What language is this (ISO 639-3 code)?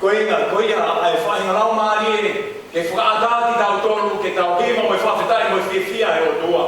ton